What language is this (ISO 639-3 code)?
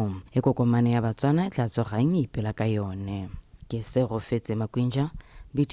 tsn